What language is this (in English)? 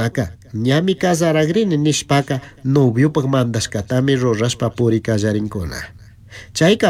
Chimborazo Highland Quichua